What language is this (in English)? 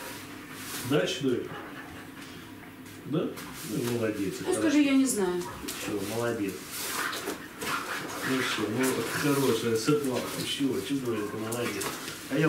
Russian